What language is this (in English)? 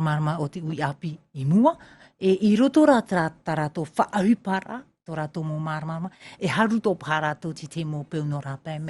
Tahitian